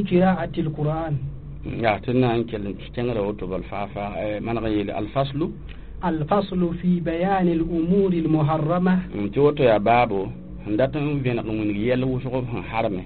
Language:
Mossi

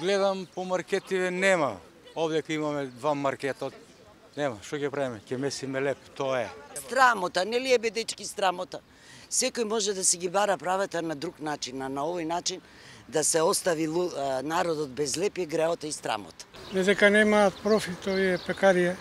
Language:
Macedonian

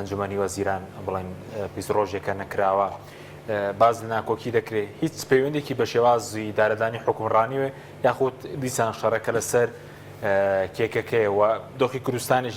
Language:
Central Kurdish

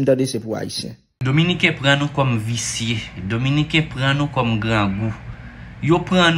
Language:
Haitian Creole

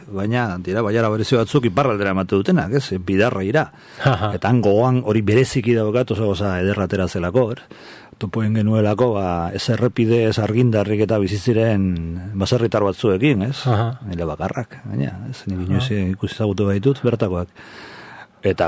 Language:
Basque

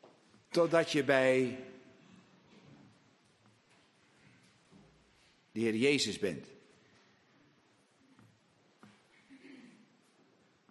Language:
Dutch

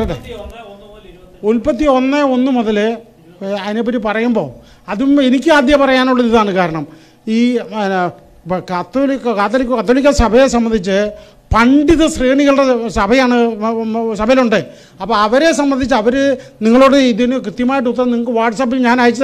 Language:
Malayalam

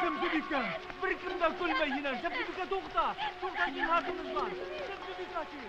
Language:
Bashkir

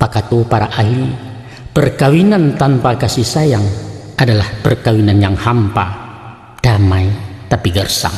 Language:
Minangkabau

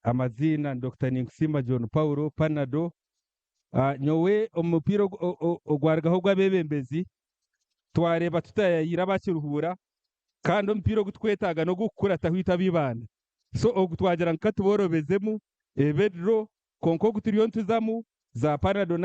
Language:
Nyankole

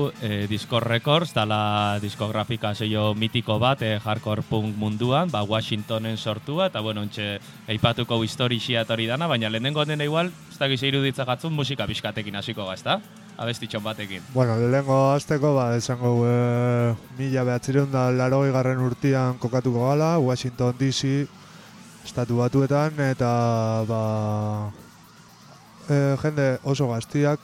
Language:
Basque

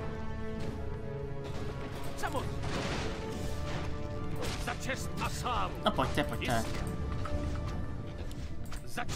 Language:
Czech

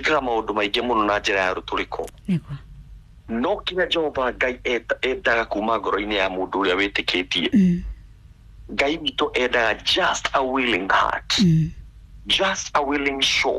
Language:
Kikuyu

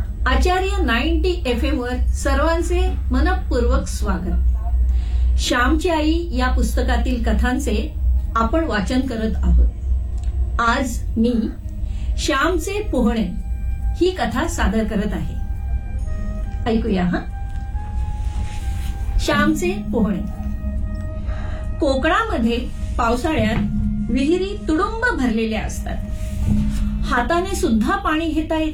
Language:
Marathi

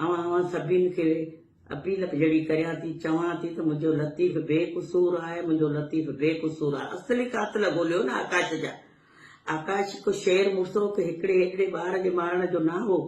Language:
Sindhi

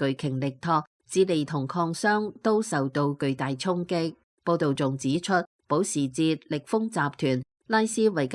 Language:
Cantonese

